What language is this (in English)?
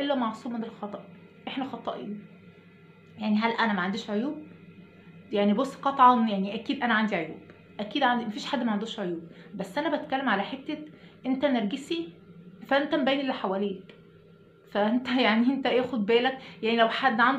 Egyptian Arabic